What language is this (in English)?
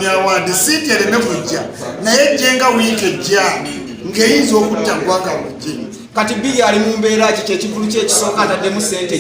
Ganda